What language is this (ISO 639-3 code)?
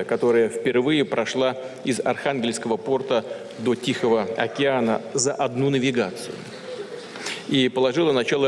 rus